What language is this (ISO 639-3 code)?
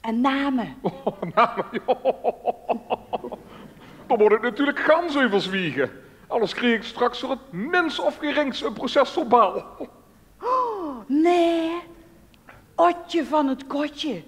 lim